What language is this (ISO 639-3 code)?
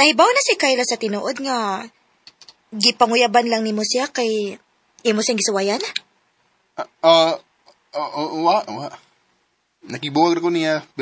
ceb